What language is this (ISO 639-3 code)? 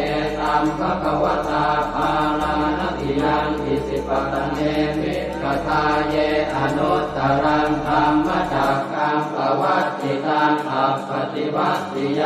pli